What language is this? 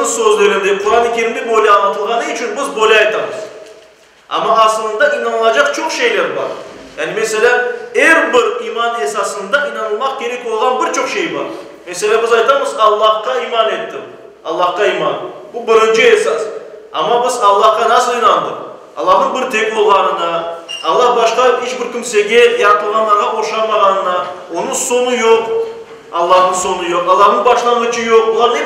Crimean Tatar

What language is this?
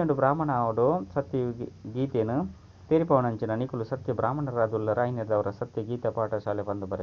Tulu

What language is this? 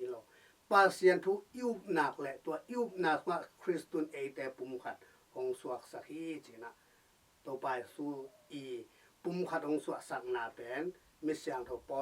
Tedim Chin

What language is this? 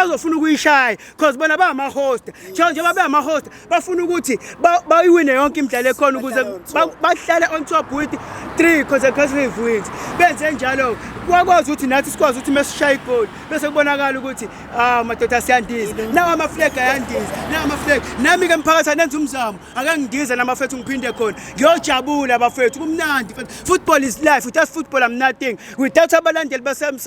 Zulu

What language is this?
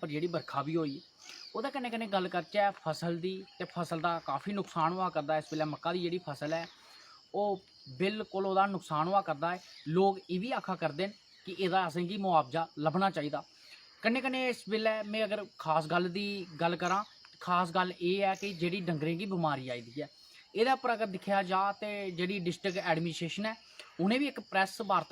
Dogri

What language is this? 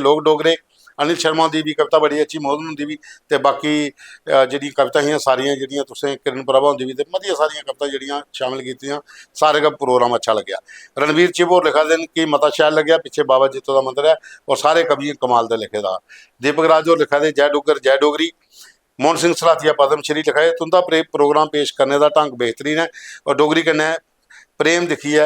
Dogri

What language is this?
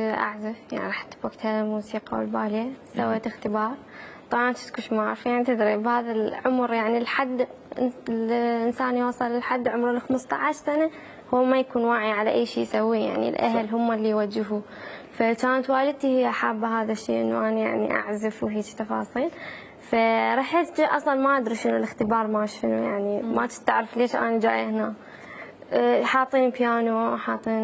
Mesopotamian Arabic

